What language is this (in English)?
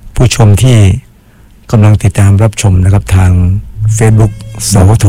Thai